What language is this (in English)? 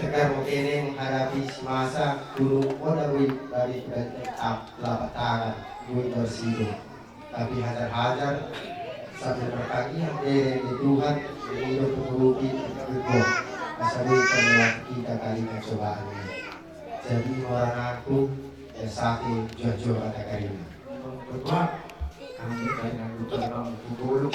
Batak Karo